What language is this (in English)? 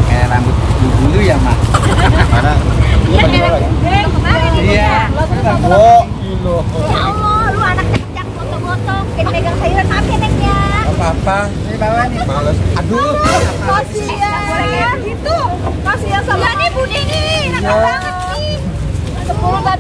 Betawi